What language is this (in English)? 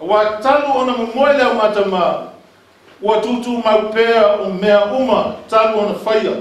Samoan